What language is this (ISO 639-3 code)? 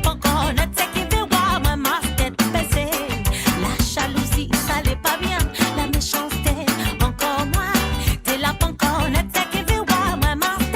mfe